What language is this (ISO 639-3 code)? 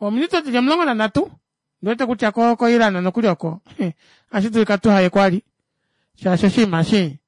kua